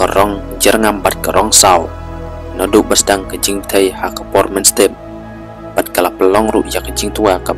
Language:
Khasi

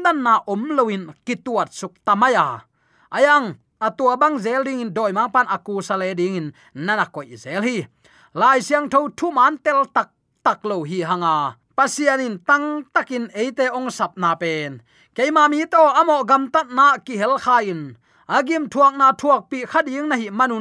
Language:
Tedim Chin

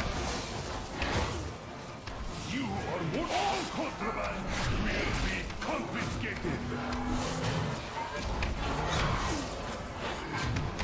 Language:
English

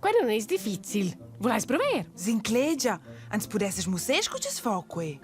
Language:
Romansh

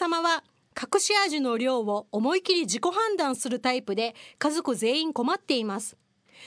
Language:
Japanese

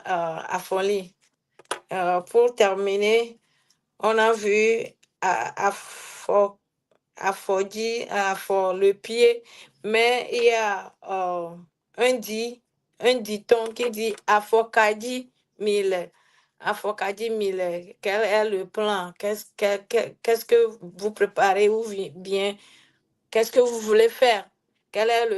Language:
Ewe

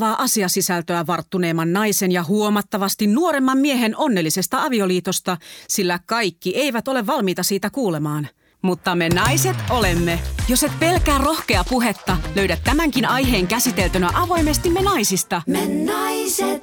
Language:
Finnish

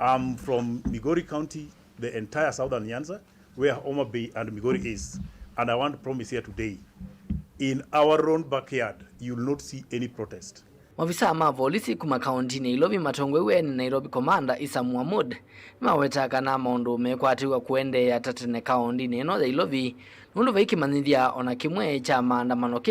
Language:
Kamba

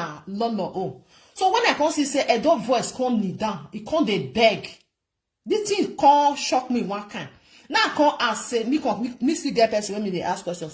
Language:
Nigerian Pidgin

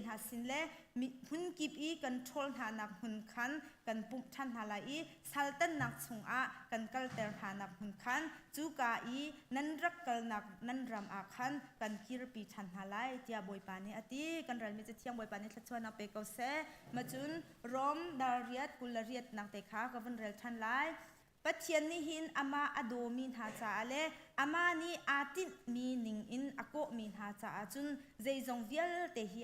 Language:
Hakha Chin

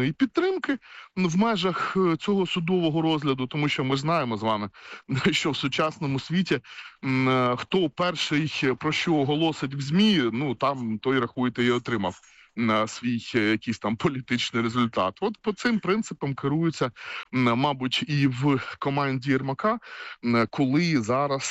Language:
Ukrainian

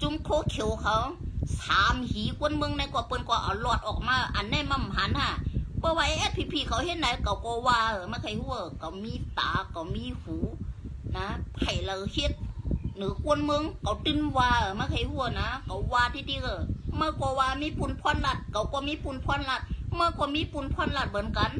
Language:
Shan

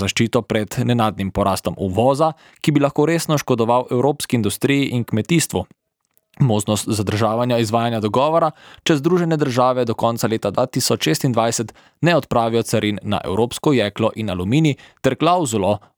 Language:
Slovenian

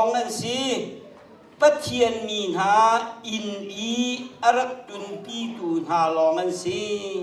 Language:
Hakha Chin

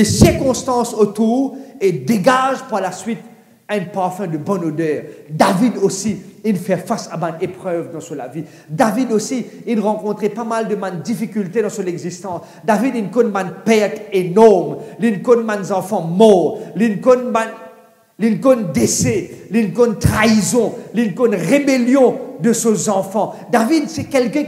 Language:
Morisyen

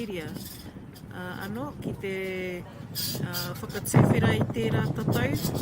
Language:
Māori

